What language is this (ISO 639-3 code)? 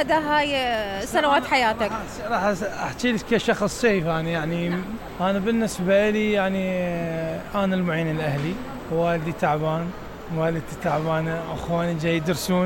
acm